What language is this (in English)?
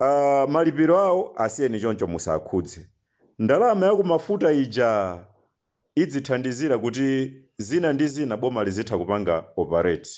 Nyanja